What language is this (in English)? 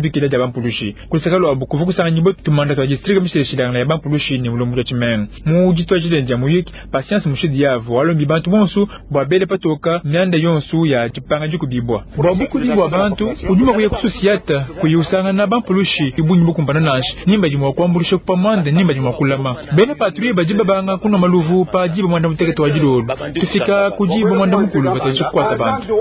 Luba-Lulua